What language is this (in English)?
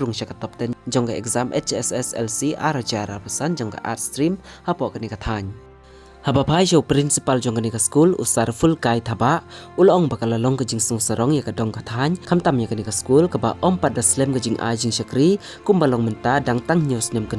Khasi